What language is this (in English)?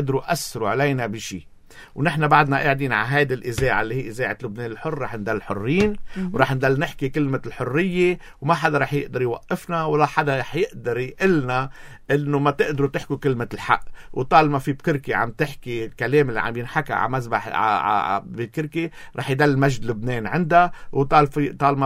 North Levantine Arabic